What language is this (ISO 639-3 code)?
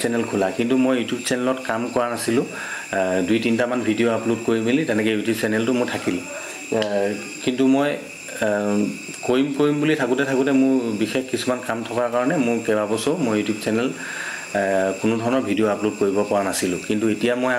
asm